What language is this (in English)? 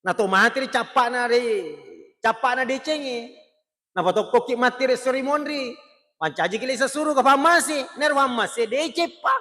Buginese